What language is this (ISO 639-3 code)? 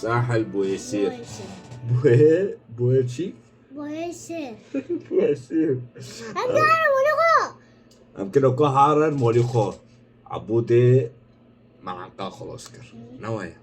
kur